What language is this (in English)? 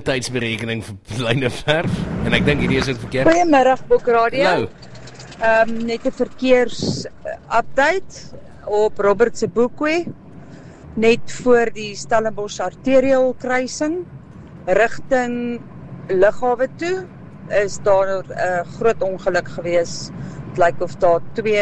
Afrikaans